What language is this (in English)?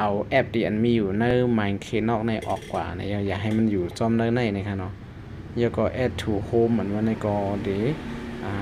Shan